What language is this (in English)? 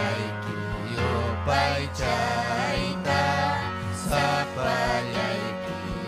Ayacucho Quechua